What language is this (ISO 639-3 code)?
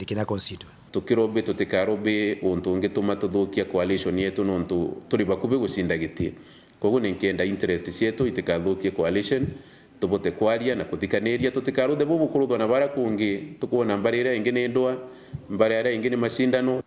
mer